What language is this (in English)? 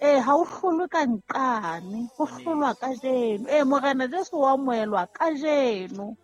Southern Sotho